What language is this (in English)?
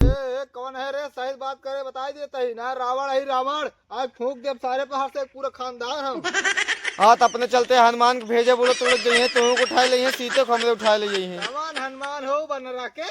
Awadhi